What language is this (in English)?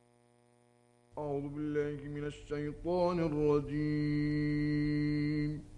Arabic